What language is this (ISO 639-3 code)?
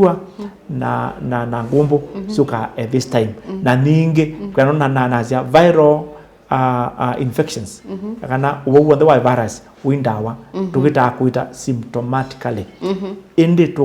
kam